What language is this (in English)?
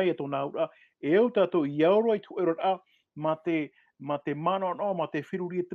Tahitian